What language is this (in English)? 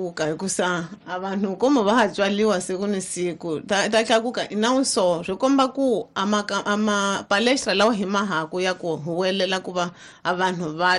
Tsonga